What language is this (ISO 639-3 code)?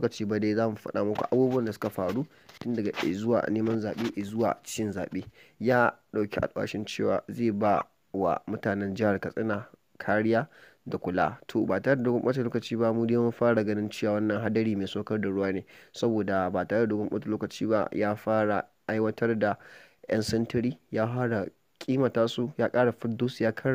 hau